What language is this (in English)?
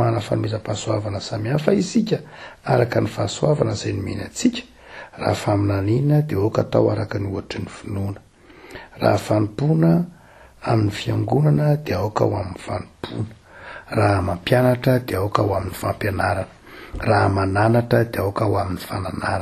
Malagasy